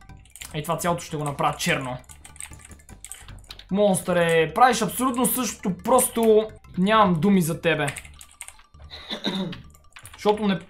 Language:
Bulgarian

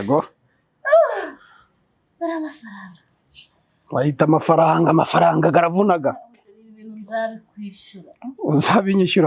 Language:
Kinyarwanda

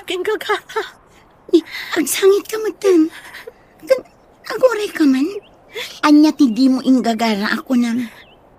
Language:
Iloko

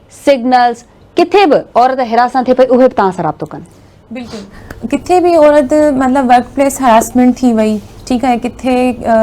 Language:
Sindhi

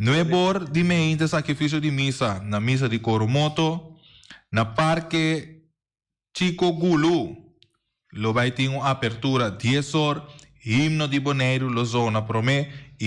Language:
Papiamento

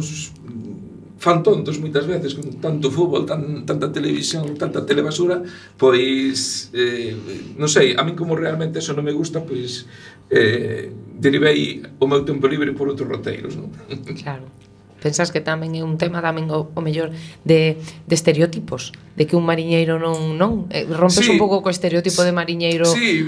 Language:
Galician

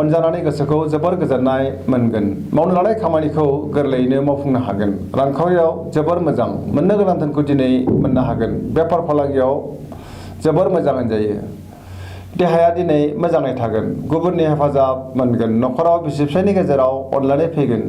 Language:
Bodo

